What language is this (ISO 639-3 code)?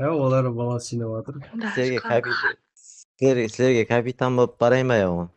kaa